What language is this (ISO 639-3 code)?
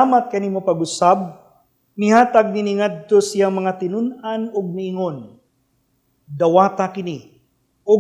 ceb